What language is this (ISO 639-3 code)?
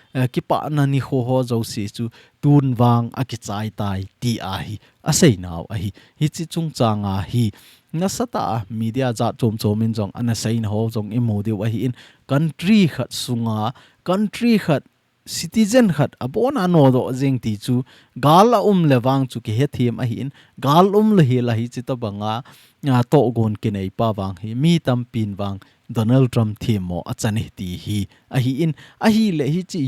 tcz